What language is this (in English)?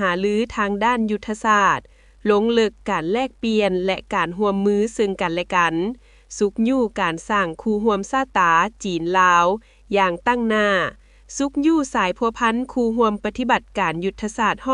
Lao